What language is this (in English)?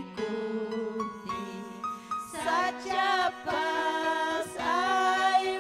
Ayacucho Quechua